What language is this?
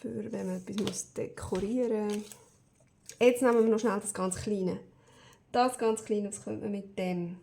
Swiss German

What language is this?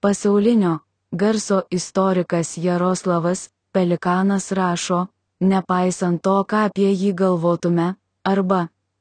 Lithuanian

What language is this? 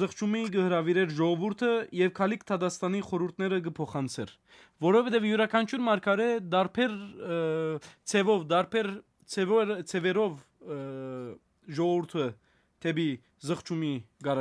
Western Armenian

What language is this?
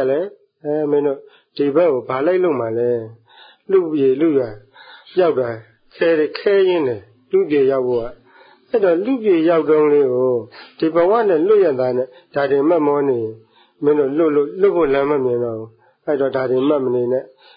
Burmese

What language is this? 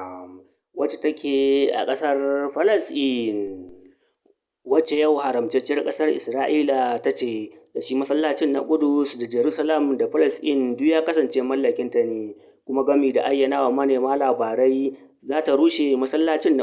Hausa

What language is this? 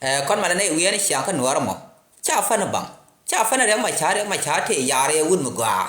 Nuer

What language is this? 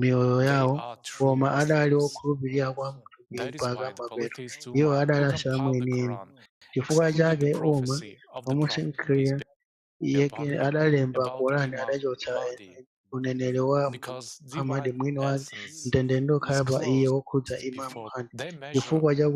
Nyanja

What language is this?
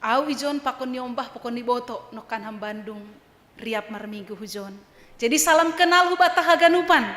Batak Simalungun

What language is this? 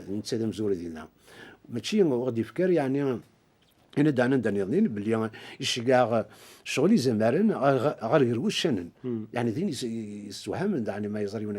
Kabyle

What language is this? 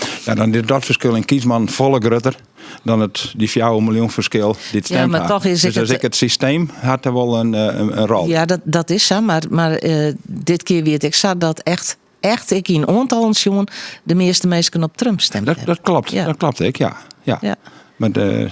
Western Frisian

